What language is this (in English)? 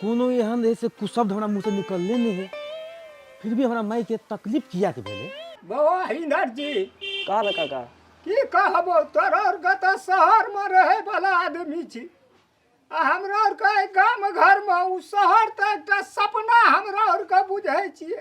Maithili